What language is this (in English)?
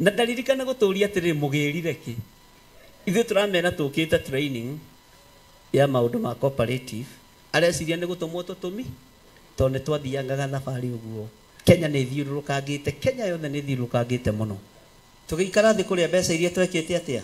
Kikuyu